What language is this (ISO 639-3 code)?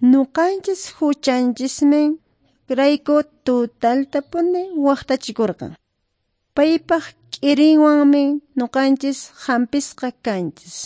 que